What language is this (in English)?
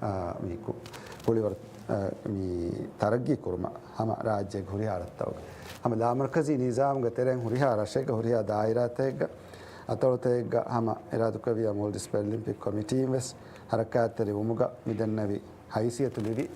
Divehi